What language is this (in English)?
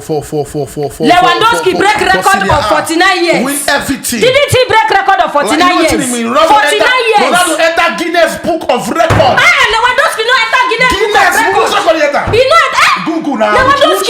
Nigerian Pidgin